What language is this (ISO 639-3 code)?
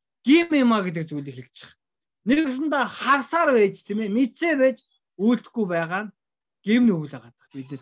mon